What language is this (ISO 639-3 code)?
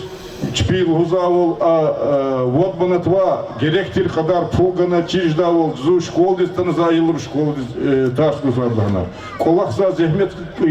lez